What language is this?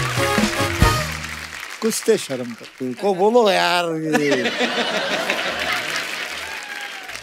Hindi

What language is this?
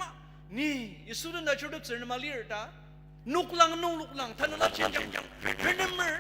Ao Naga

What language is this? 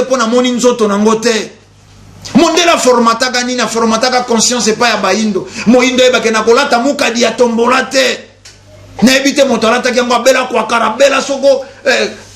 Lingala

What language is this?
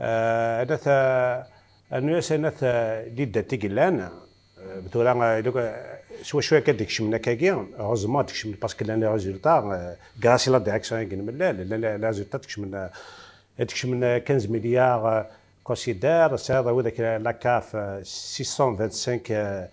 Kabyle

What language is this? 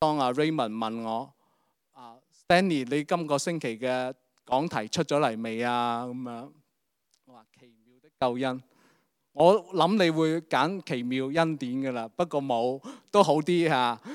Cantonese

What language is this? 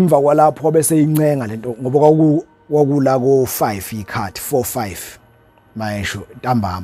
Zulu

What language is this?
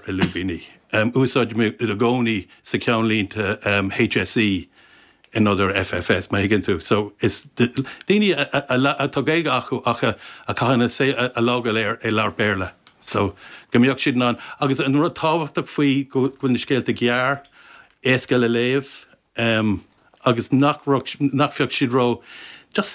Irish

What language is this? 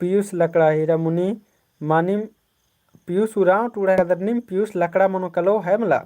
Kurukh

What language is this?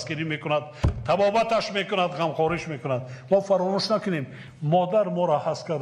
Tajik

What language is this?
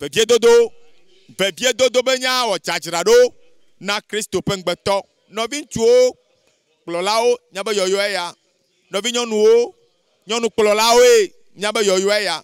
Ewe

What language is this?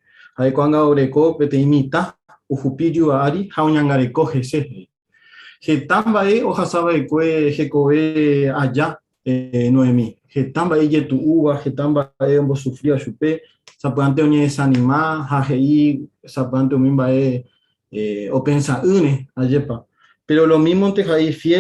Guarani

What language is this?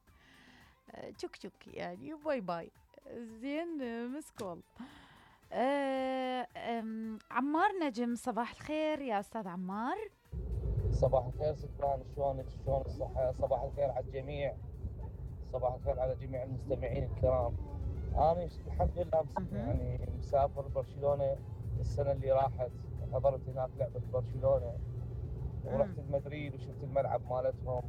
Mesopotamian Arabic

